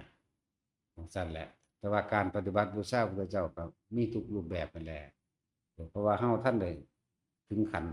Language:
Northeastern Thai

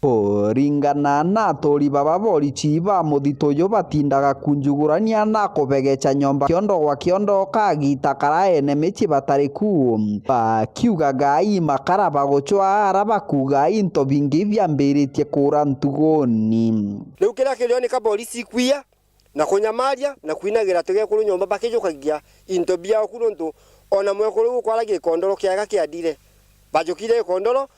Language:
Meru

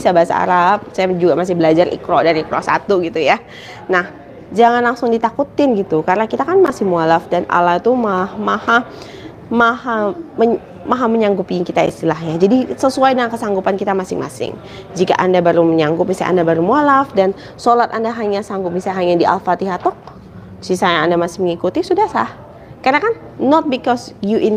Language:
Indonesian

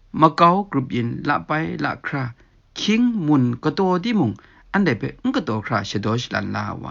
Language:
Kachin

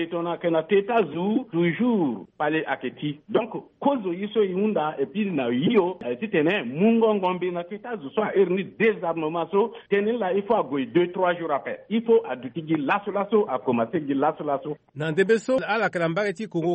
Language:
Sango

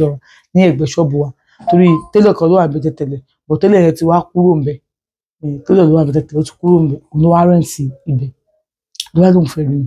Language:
Yoruba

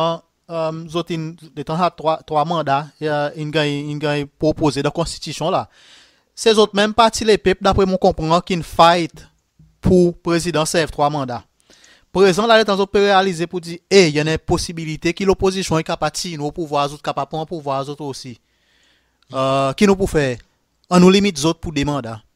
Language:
Seselwa Creole French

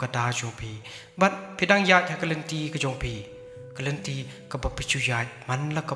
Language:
Khasi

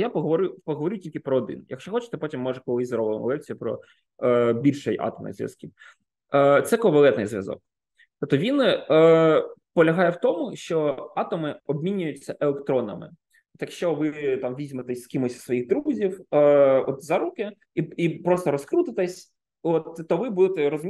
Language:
Ukrainian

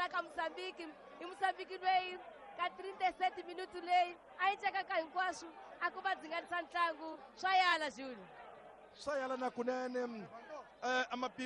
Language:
Tsonga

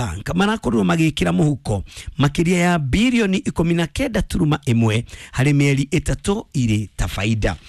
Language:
Kikuyu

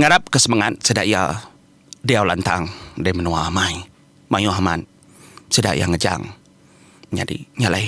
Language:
Iban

